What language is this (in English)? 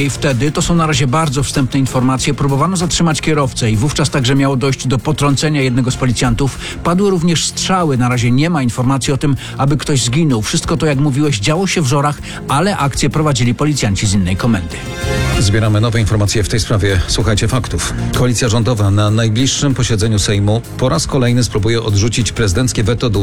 Polish